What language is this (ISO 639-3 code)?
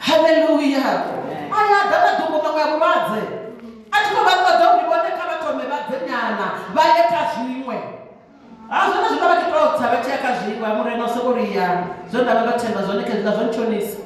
ven